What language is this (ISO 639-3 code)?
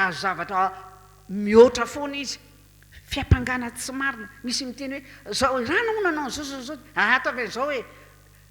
mlg